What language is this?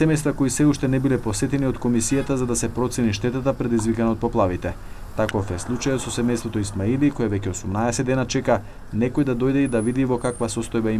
Macedonian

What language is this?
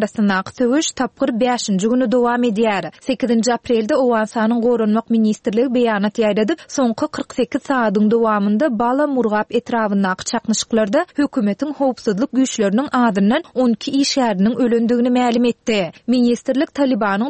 Turkmen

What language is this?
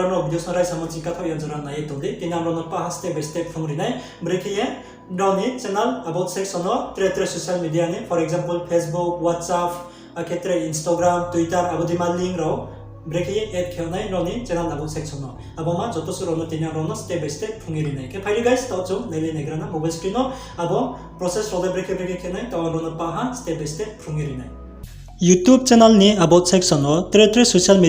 Riang (India)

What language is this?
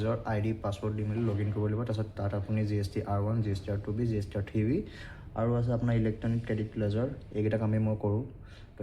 Assamese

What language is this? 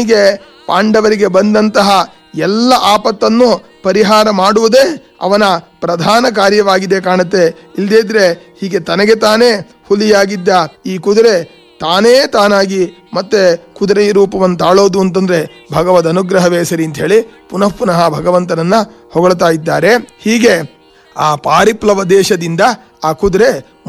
Kannada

